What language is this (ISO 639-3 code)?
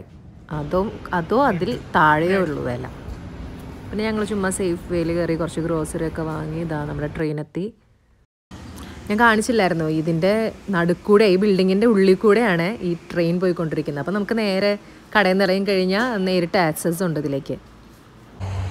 mal